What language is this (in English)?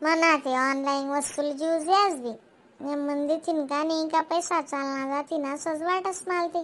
Khandesi